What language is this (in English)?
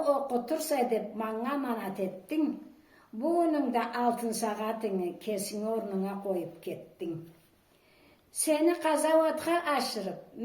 Karachay-Balkar